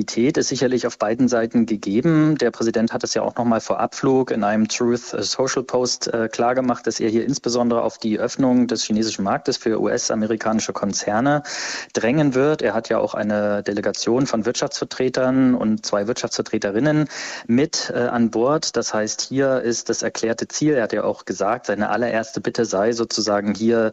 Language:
German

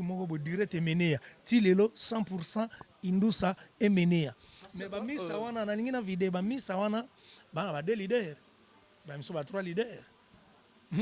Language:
Lingala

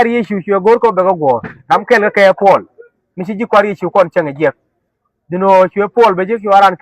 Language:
Nuer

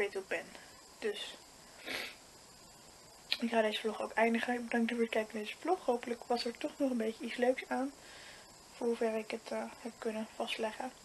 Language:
Dutch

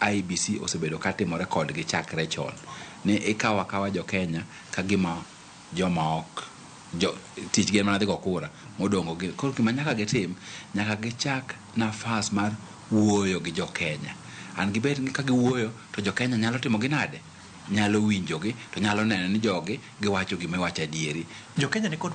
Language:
Luo (Kenya and Tanzania)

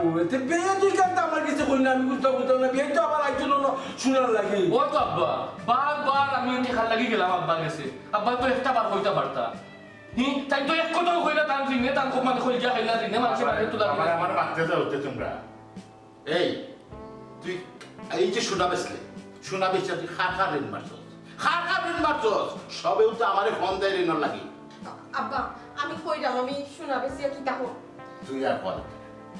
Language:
Sylheti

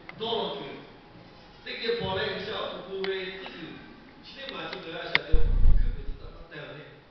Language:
Lahu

